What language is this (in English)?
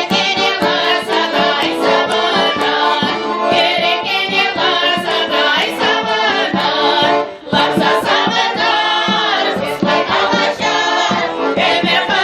Chuvash